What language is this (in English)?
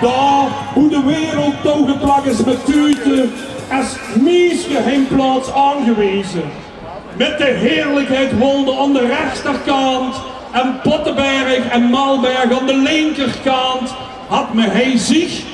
Limburgish